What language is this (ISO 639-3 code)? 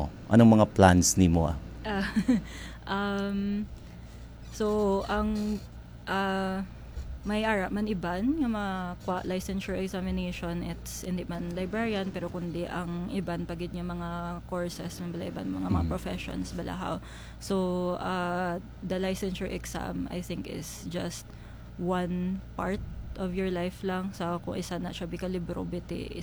hil